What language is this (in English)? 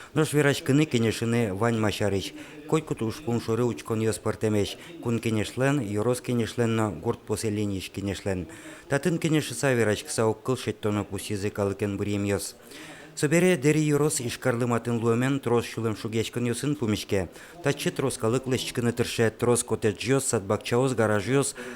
Udmurt